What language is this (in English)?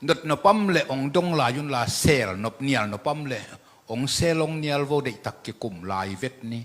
Tedim Chin